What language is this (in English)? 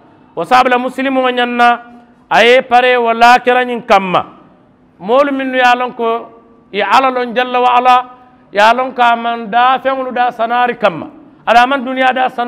Mandingo